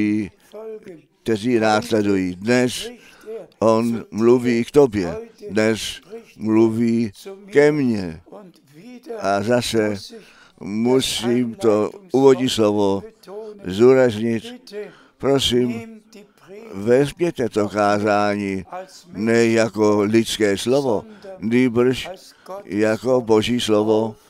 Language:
Czech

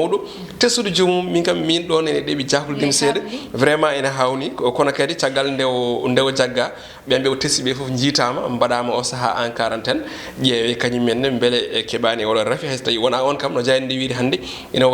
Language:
Fula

